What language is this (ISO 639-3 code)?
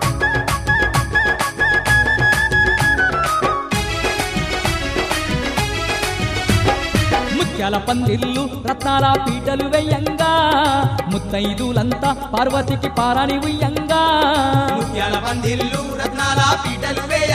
tel